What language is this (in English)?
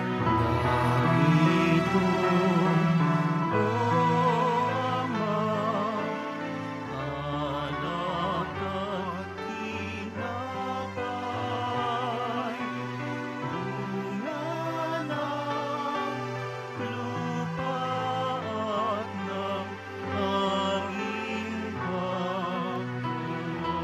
Filipino